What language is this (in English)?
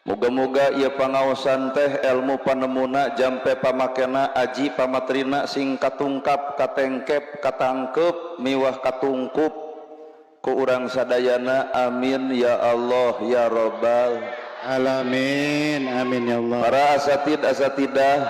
Sundanese